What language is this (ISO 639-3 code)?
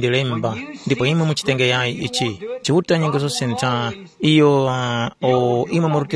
tum